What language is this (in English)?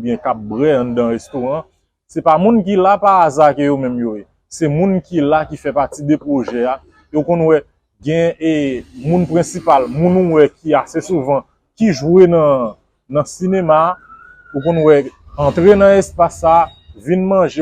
Haitian Creole